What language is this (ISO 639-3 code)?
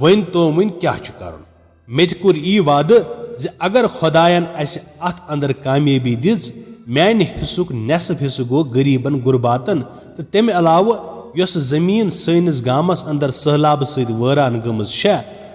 kas